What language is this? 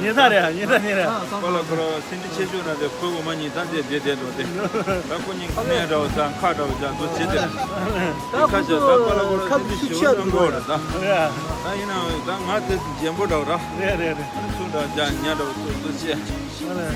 Tibetan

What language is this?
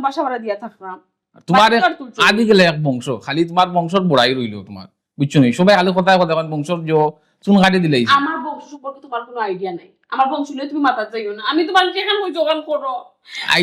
Sylheti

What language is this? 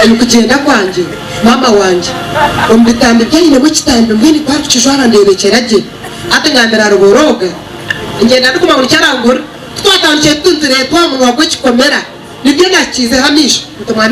Nyankole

